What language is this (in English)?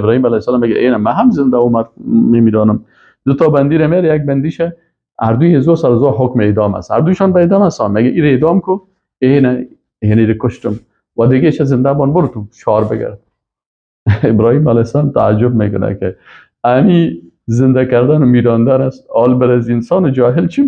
Persian